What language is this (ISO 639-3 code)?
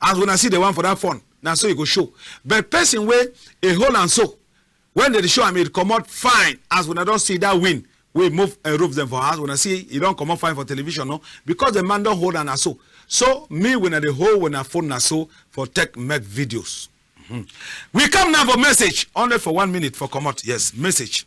wes